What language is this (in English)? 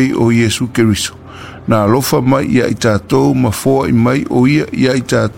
Samoan